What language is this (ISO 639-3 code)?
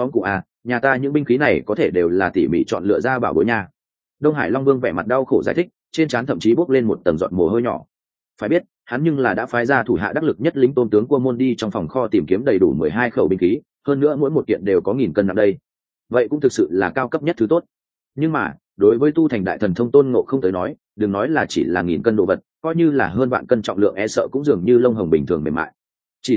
vie